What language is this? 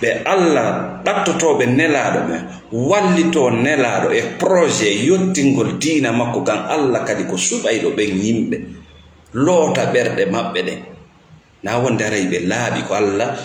Fula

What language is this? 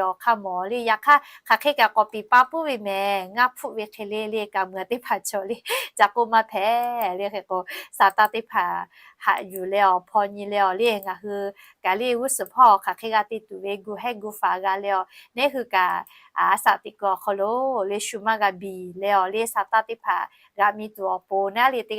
Lahu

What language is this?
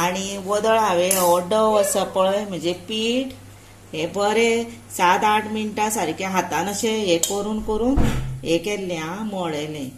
Konkani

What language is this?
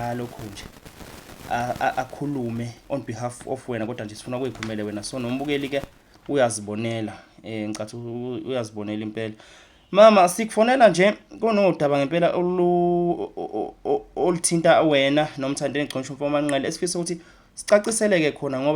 Zulu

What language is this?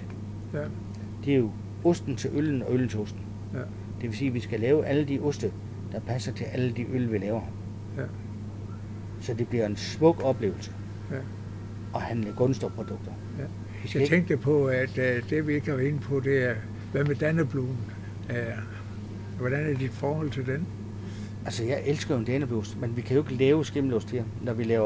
Danish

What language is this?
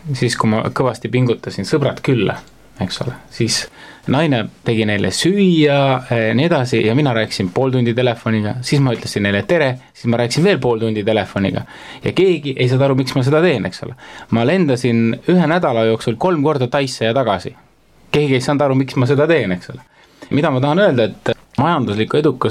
Estonian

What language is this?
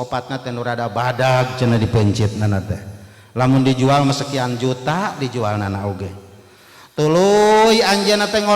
Sundanese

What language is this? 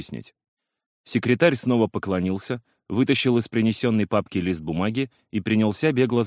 Russian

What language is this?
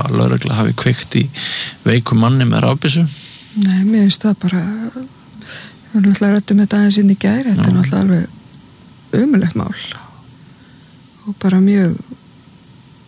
Icelandic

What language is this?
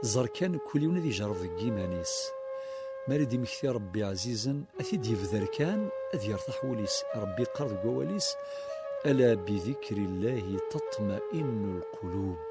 Kabyle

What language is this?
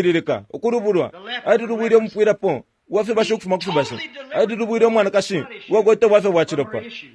Bemba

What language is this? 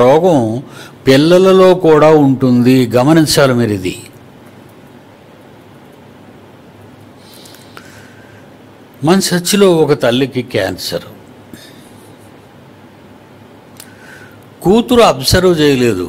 Telugu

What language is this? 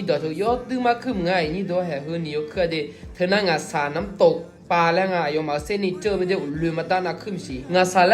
Akha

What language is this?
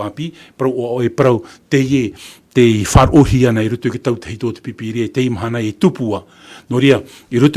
Tahitian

